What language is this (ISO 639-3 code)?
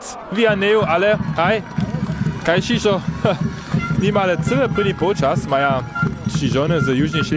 hsb